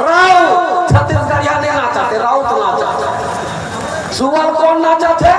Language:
Chhattisgarhi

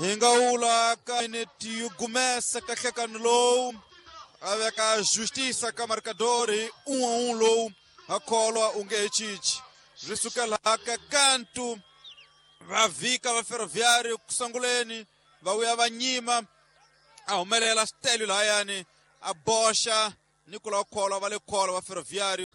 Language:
Tsonga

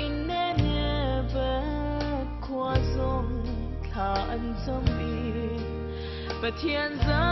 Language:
Falam Chin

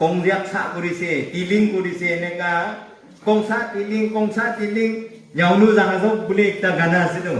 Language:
Naga Pidgin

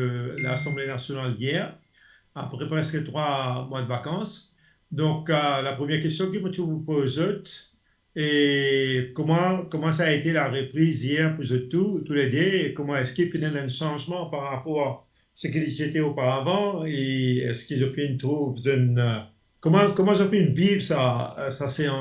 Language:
Morisyen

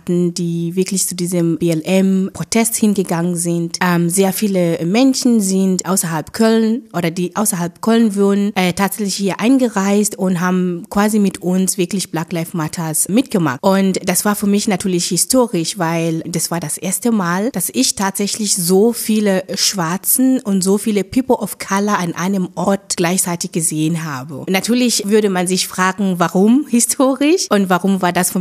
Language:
German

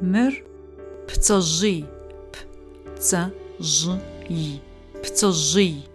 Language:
Adyghe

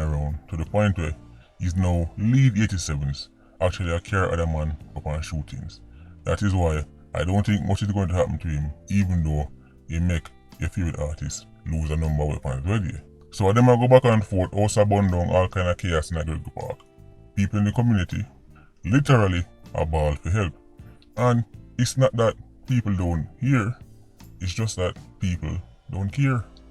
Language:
Jamaican Creole English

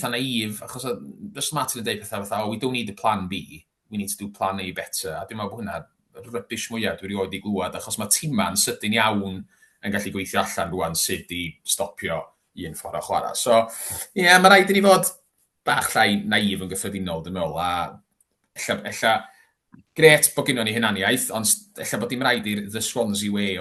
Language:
Welsh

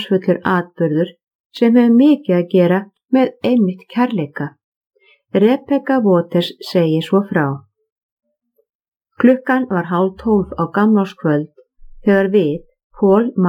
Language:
Icelandic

